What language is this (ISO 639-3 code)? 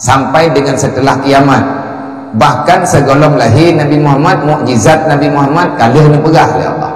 ace